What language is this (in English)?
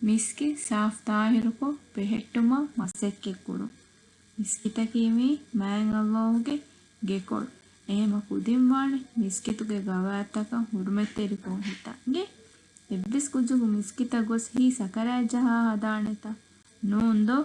Divehi